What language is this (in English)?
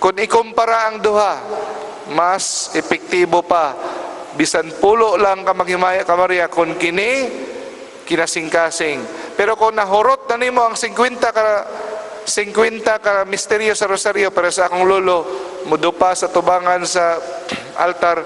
Cebuano